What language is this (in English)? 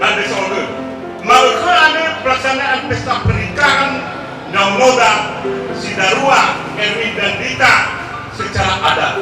Nias